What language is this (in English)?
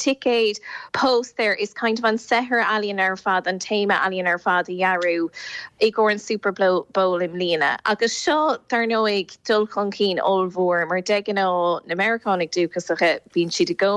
Irish